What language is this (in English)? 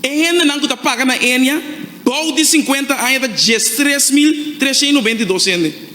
Papiamento